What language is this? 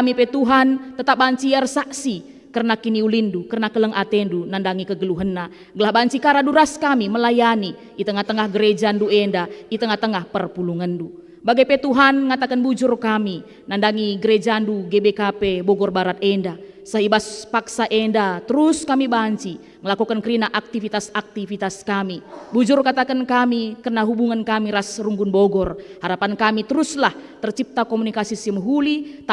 Batak Karo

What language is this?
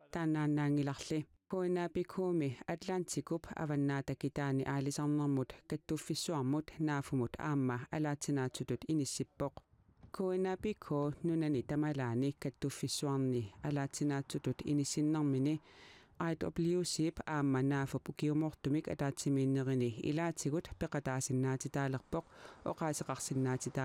Kalaallisut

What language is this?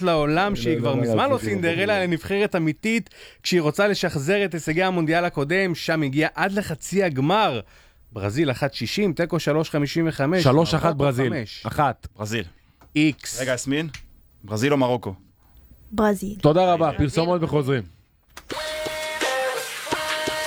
Hebrew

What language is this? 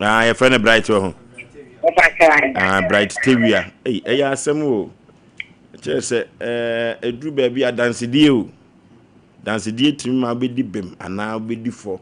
Akan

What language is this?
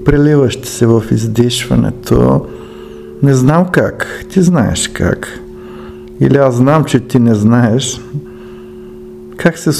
Bulgarian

